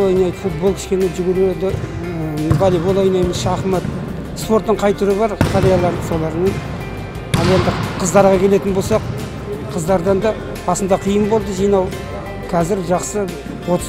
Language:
Kazakh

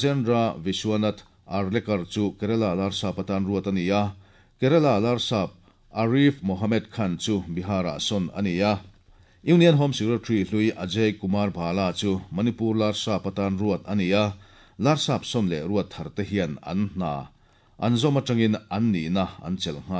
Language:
Mizo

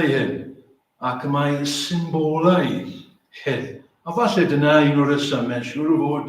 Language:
Welsh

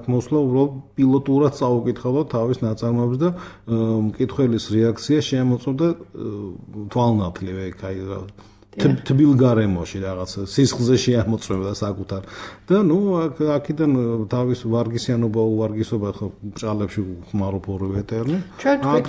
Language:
Georgian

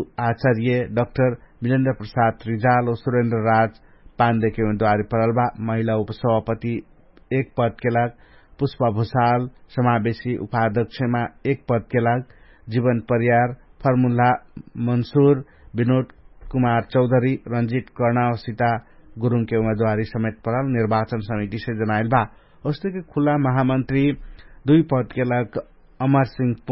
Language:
Dangaura Tharu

